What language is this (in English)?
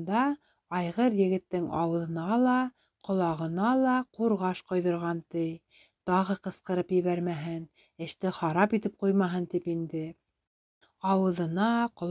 Bashkir